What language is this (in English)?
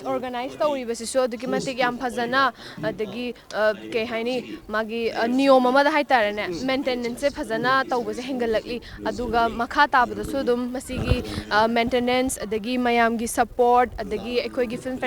Manipuri